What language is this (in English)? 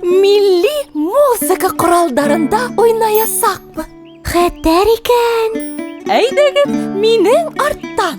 Bashkir